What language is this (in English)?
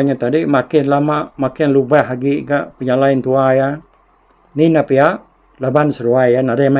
Iban